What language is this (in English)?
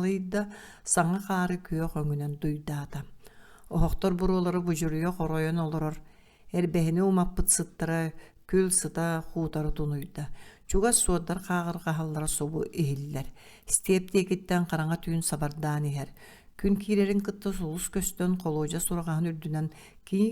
Yakut